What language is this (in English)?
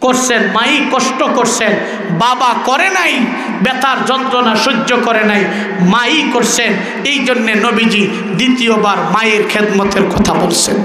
Sylheti